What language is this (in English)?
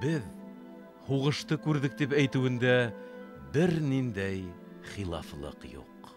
Bashkir